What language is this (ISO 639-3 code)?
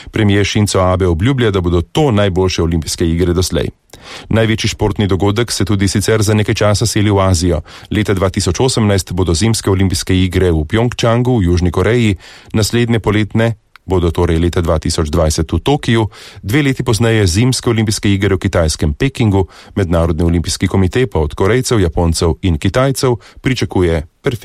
slv